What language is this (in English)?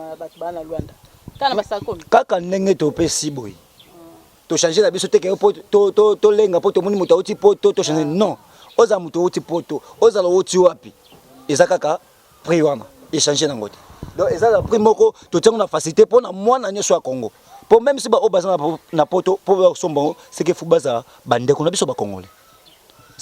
Lingala